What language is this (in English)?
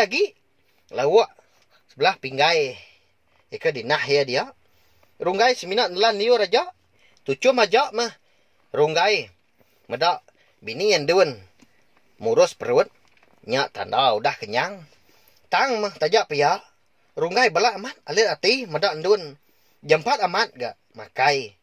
Iban